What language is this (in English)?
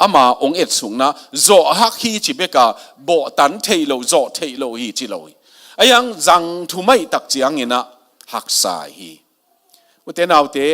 Tedim Chin